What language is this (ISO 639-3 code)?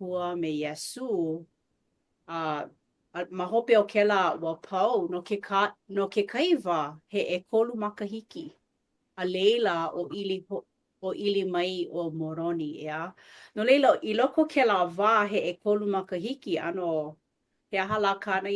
haw